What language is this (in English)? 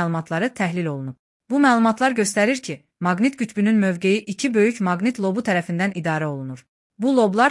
Azerbaijani